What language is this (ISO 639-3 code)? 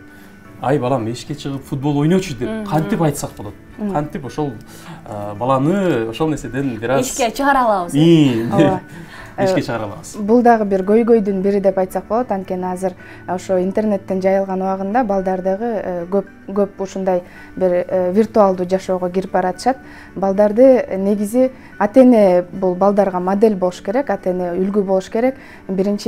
kir